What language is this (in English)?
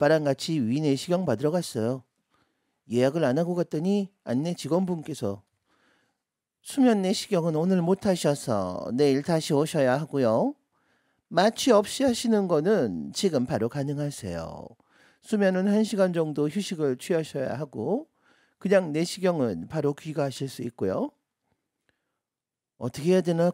Korean